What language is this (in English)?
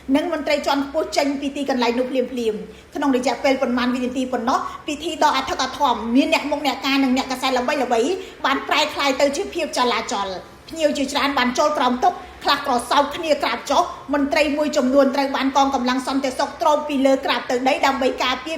Khmer